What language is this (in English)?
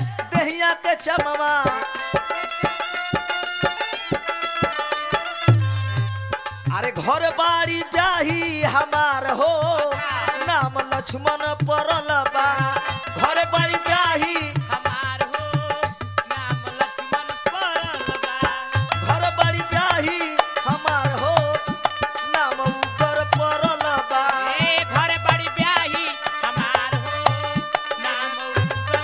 Bhojpuri